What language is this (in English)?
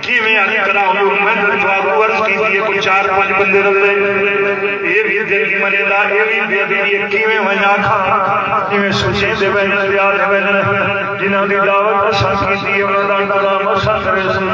Saraiki